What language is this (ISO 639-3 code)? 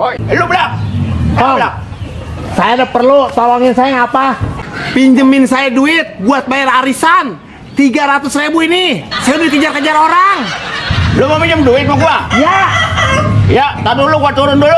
bew